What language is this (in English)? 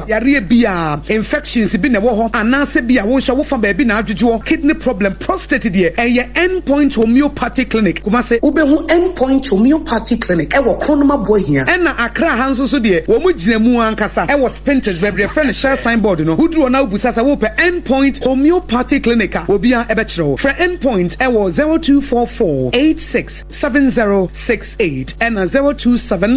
Akan